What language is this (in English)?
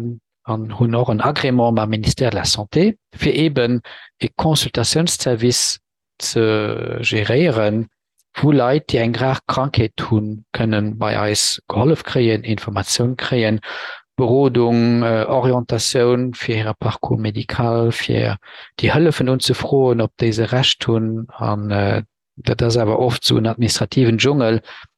Luxembourgish